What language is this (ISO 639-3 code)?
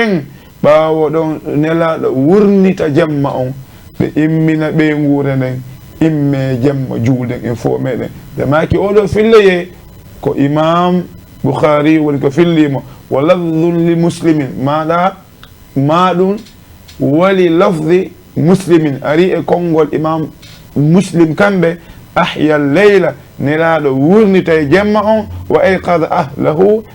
ful